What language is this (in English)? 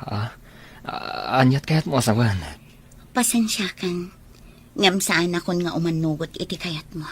Iloko